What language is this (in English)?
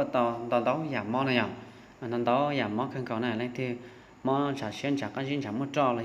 Hmong